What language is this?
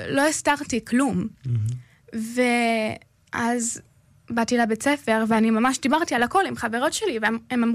Hebrew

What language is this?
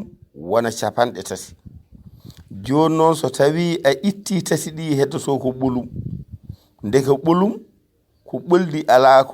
Fula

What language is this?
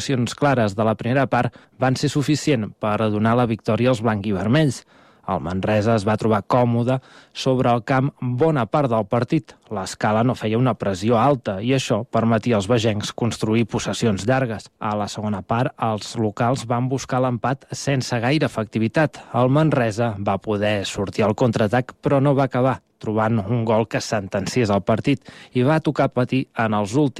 Catalan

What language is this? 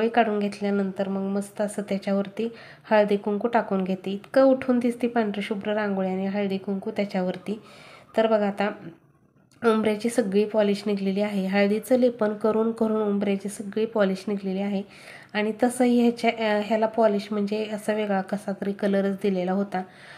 Marathi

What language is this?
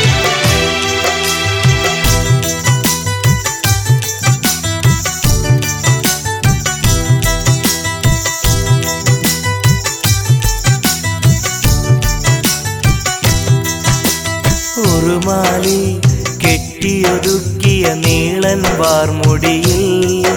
Malayalam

